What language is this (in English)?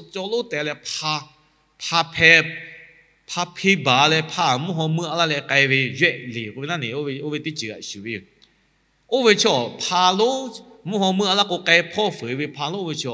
Lahu